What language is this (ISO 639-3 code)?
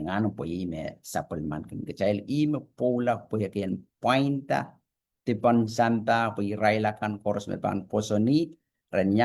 pon